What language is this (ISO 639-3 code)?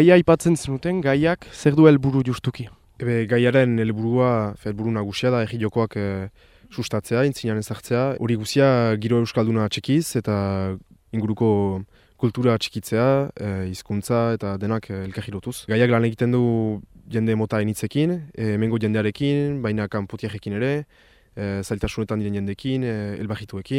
eus